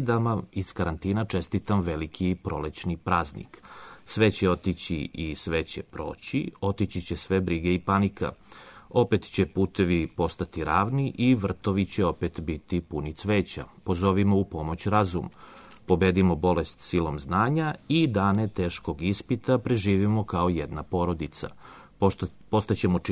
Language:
Serbian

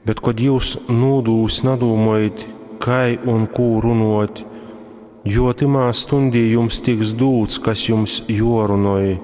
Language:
Latgalian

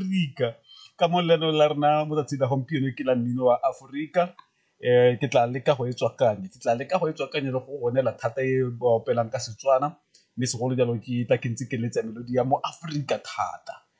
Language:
Tswana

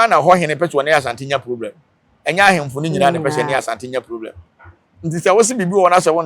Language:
Akan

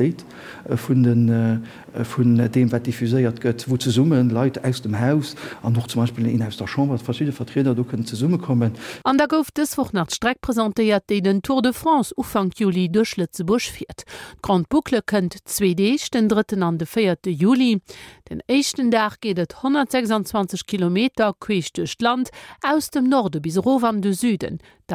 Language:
Luxembourgish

